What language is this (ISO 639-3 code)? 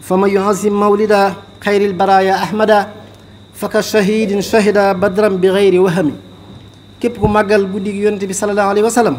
wol